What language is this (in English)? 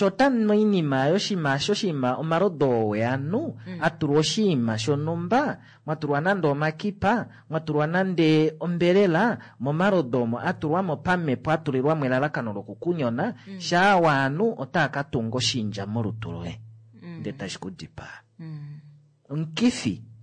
Kuanyama